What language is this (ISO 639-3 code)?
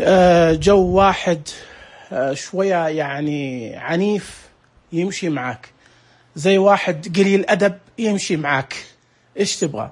ars